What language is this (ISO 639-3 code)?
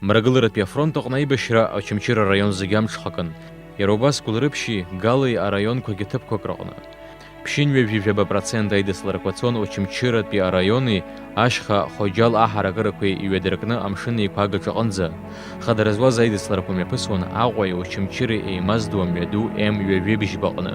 abk